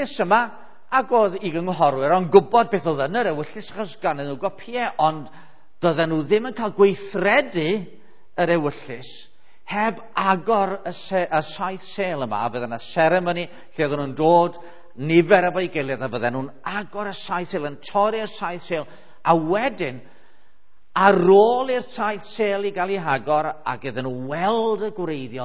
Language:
Welsh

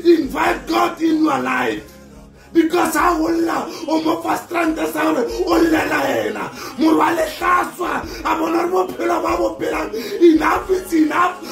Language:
Tswana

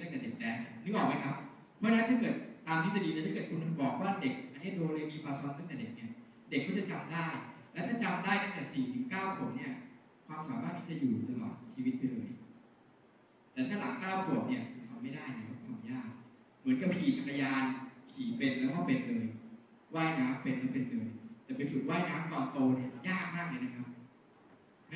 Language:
Thai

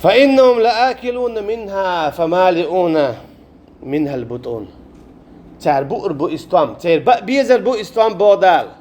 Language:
Chechen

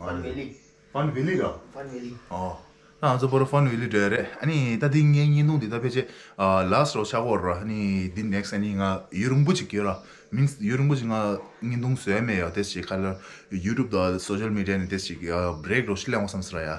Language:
Tibetan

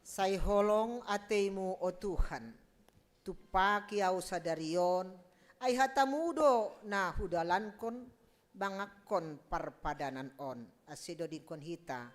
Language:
Batak Simalungun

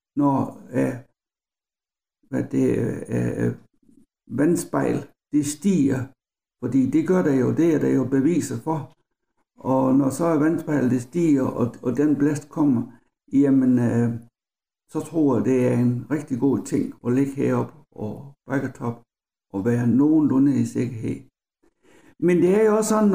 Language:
Danish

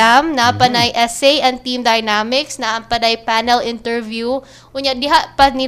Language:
Cebuano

